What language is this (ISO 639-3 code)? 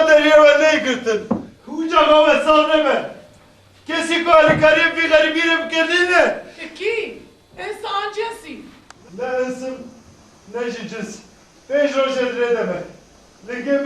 kur